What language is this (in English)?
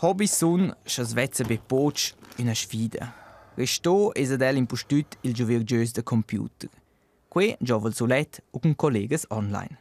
Romansh